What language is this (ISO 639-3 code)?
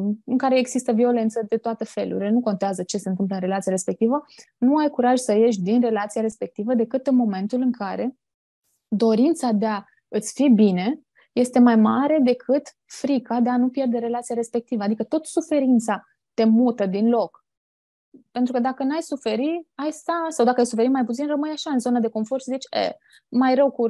ron